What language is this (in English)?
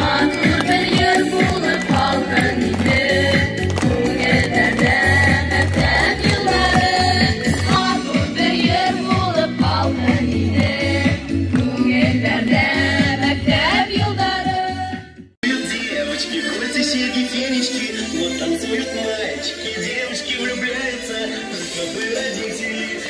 Bashkir